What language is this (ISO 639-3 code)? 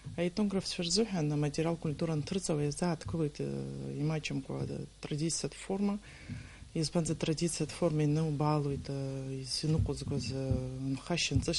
abk